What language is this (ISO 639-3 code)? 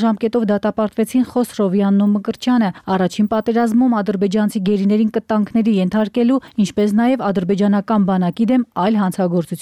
hye